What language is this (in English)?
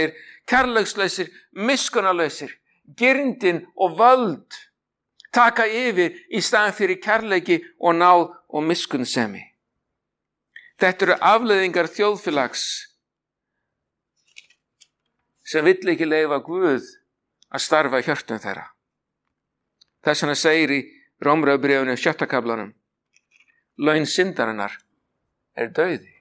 Icelandic